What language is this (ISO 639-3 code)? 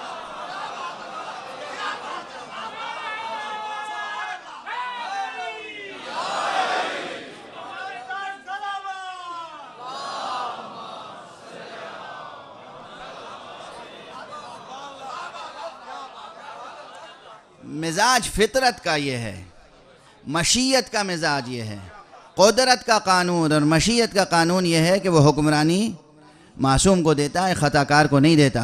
urd